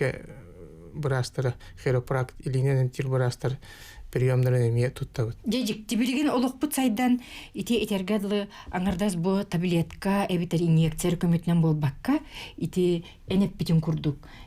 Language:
Yakut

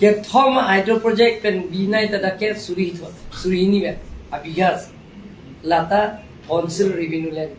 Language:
Karbi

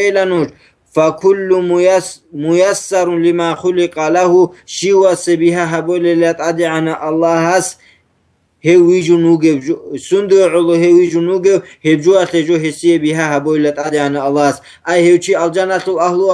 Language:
Avaric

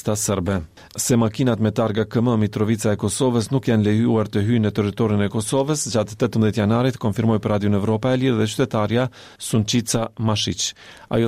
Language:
Albanian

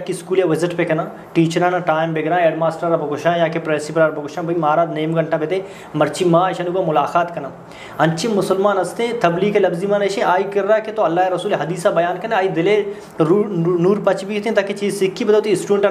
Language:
Eastern Balochi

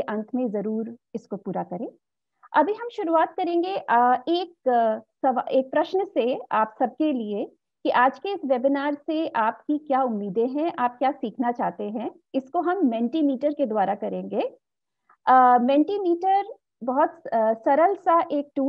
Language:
Hindi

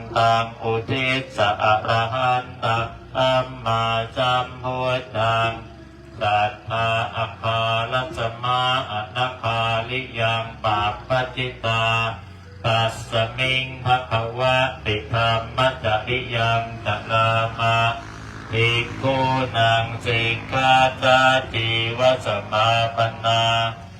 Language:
Pali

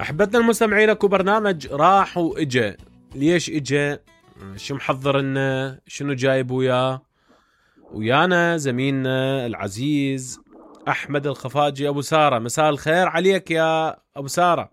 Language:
Mesopotamian Arabic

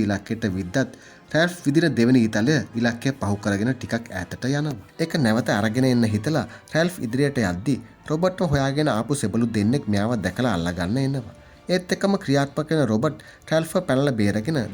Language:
Sinhala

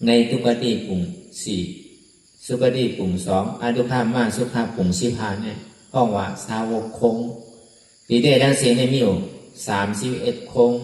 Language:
Shan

